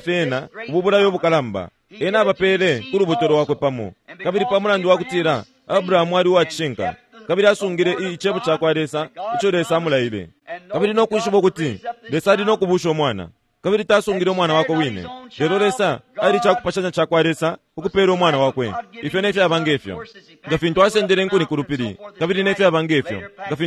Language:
Bemba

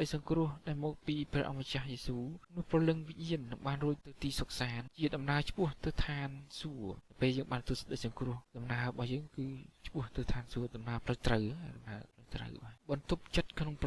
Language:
Khmer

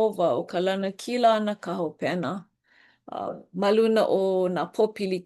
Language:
Hawaiian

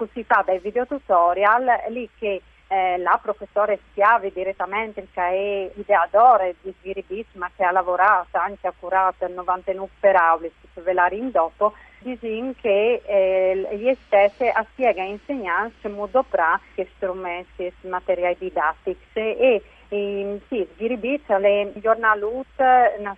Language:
Friulian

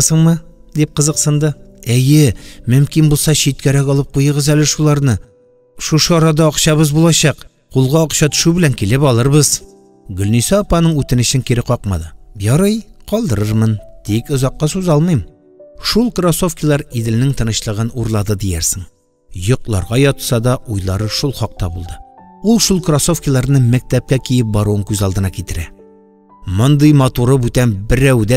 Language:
Tatar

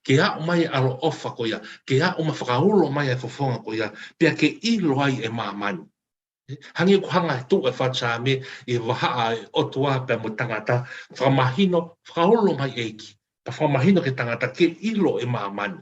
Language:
Tongan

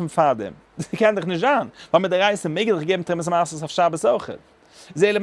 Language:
Yiddish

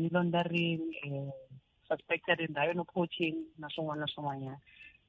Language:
Tsonga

